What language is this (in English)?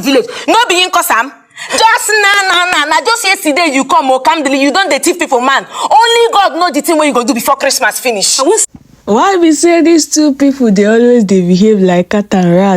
Nigerian Pidgin